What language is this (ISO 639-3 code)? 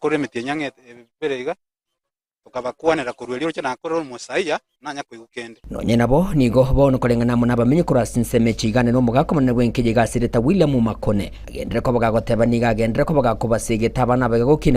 guz